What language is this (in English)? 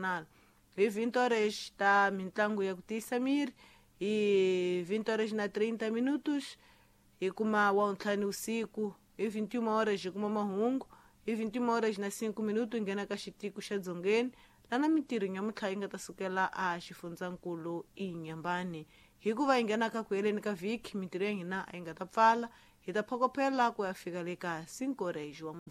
Tsonga